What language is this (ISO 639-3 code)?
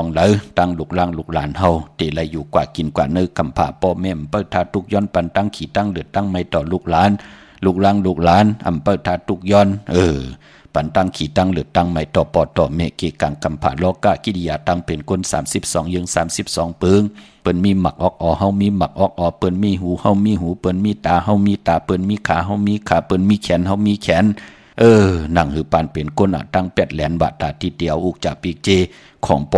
shn